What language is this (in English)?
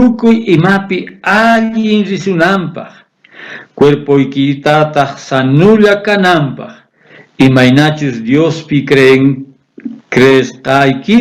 South Bolivian Quechua